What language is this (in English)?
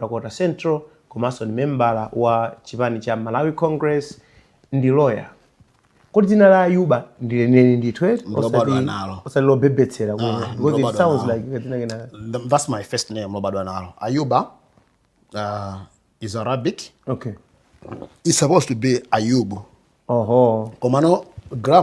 Nyanja